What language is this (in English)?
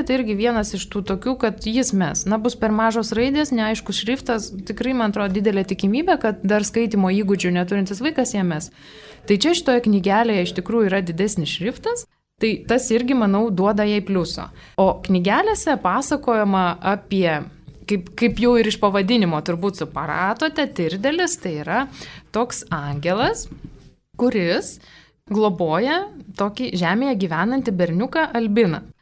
Lithuanian